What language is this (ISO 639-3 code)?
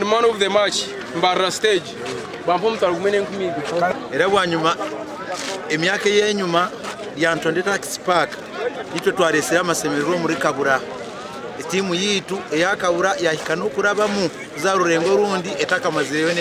nyn